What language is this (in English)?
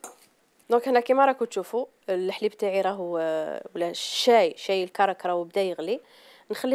Algerian Arabic